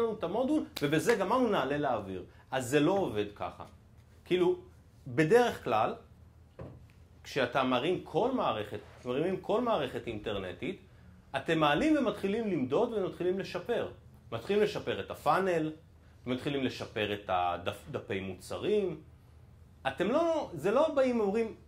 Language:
Hebrew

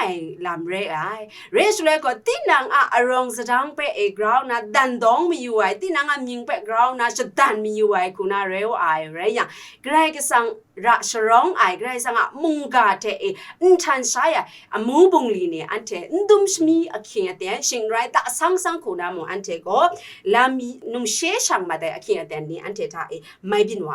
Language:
Kachin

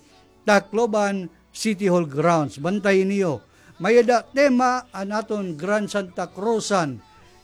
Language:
Waray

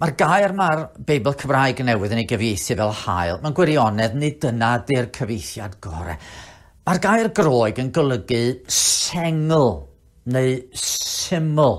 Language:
Welsh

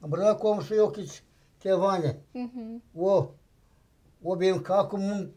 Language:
Gagauz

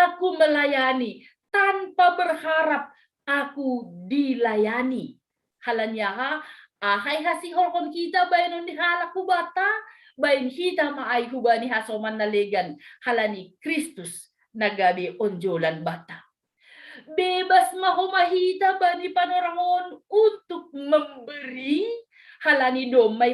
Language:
Batak Simalungun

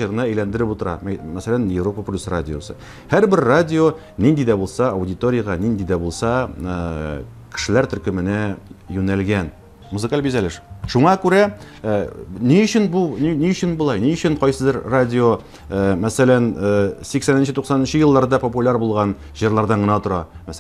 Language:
Tatar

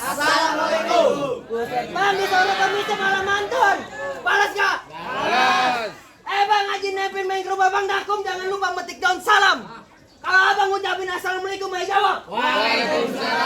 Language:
Betawi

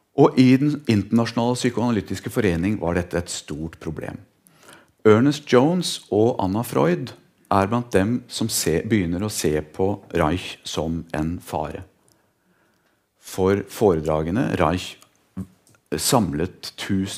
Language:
Norwegian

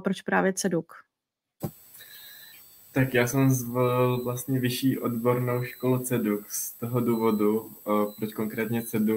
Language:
Czech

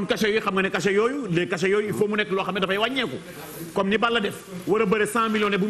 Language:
Wolof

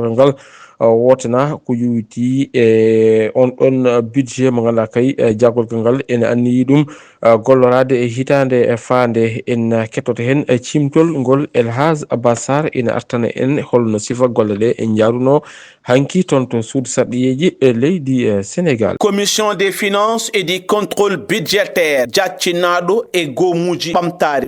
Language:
Fula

